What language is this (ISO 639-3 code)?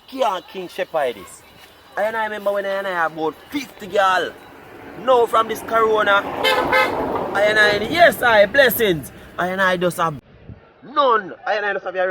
jam